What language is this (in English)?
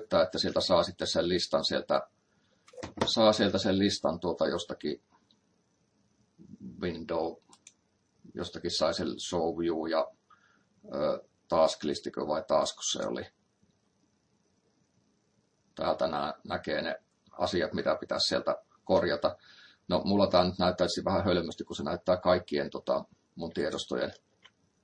Finnish